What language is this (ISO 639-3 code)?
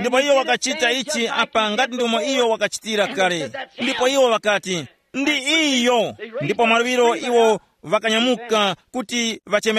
tum